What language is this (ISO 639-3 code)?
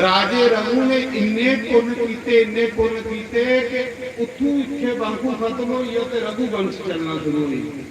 doi